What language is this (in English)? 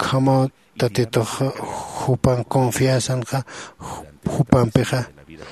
Aymara